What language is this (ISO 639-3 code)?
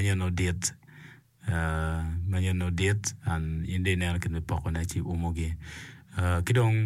ach